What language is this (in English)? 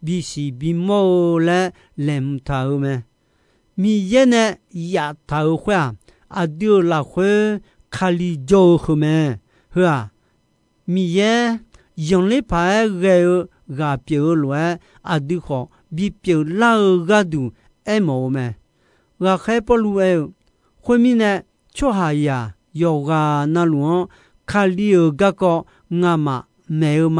Akha